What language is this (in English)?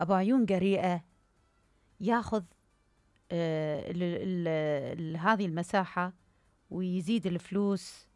Mesopotamian Arabic